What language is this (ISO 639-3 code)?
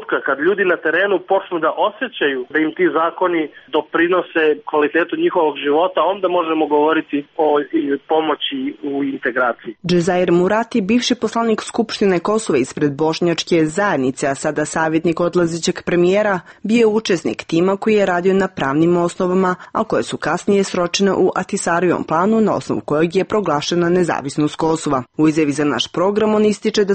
srp